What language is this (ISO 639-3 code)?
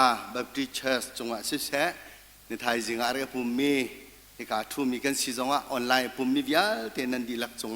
cnh